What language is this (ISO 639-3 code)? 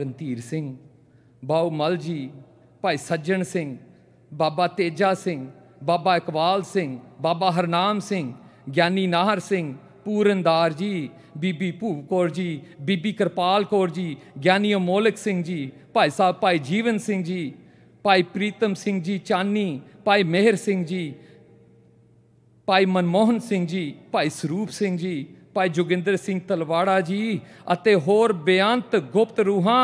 pan